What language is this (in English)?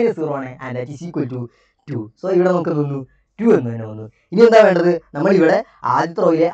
Malayalam